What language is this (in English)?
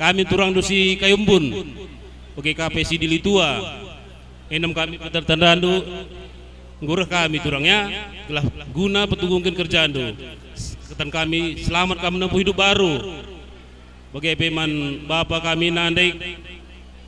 Batak Karo